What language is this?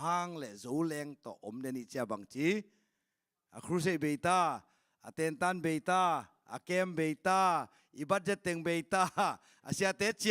Tedim Chin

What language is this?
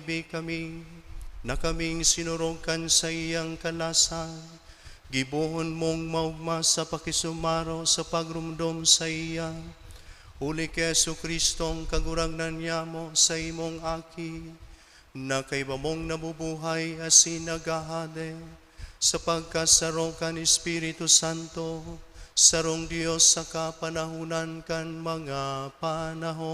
Bikol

